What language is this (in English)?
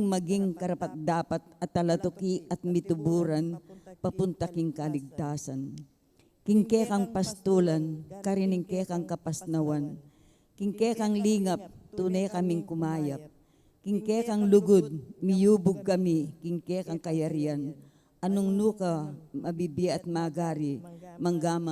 Pampanga